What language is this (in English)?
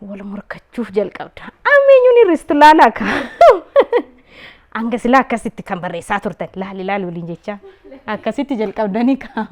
Oromo